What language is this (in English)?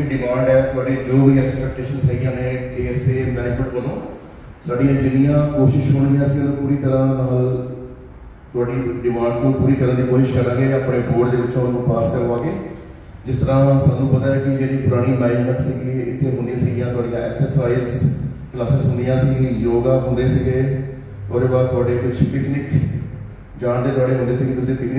Punjabi